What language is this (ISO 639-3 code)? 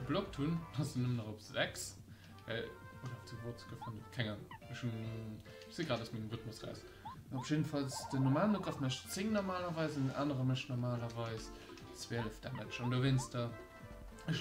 ltz